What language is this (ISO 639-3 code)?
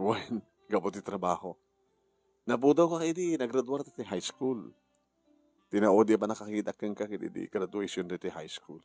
ilo